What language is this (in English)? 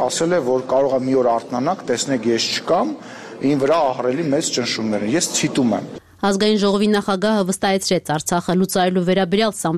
Armenian